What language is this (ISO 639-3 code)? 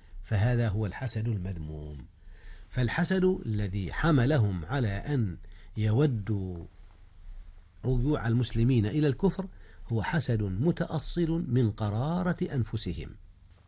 ara